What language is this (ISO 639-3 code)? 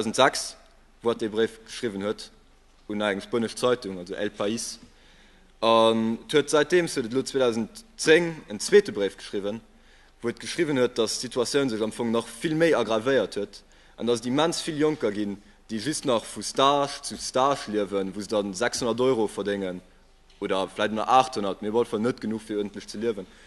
ltz